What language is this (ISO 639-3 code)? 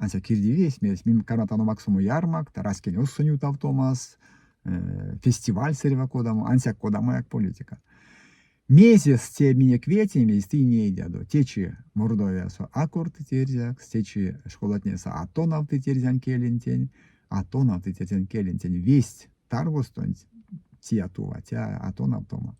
myv